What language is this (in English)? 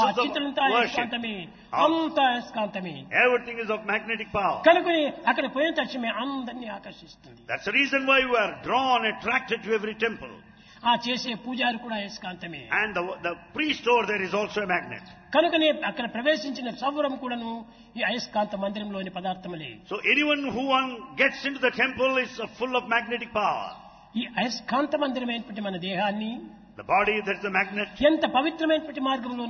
Telugu